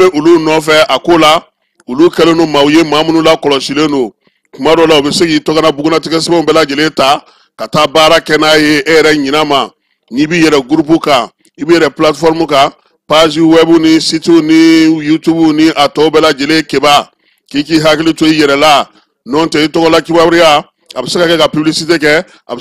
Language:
Bambara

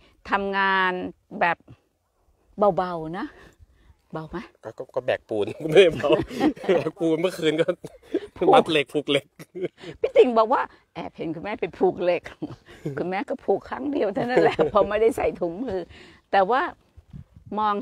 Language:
Thai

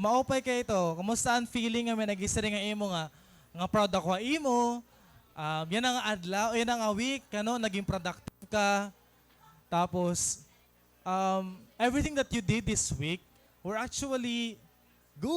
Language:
Waray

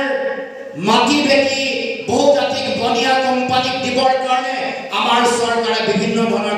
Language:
Assamese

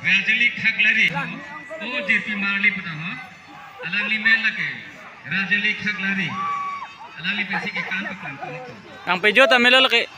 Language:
Karbi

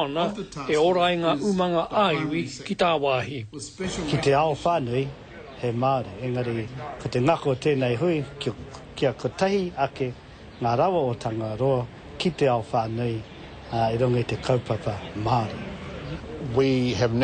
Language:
Māori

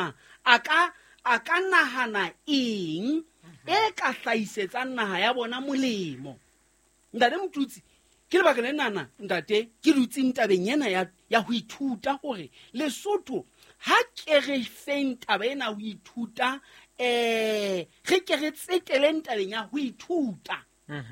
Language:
Southern Sotho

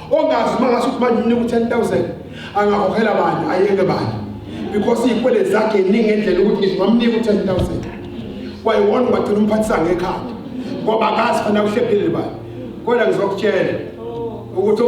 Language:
Zulu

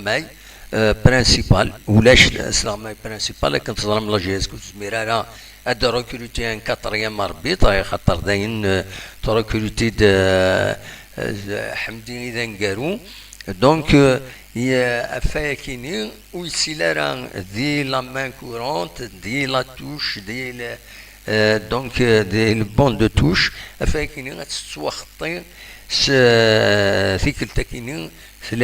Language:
Kabyle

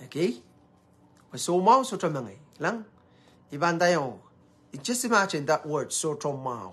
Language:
Pohnpeian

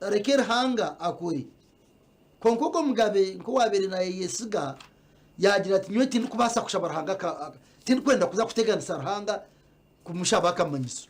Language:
Nyankole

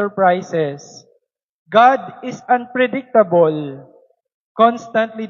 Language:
Waray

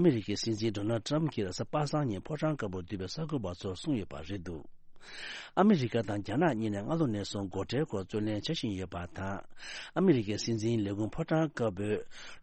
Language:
Tibetan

